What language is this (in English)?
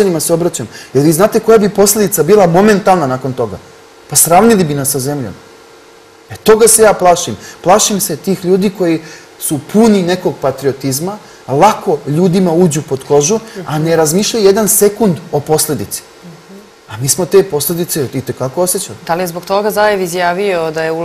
Serbian